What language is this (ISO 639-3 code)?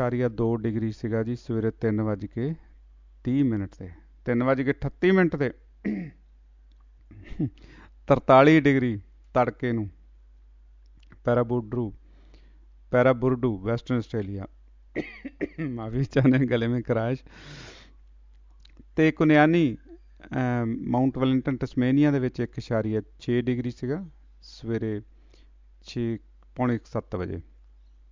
pan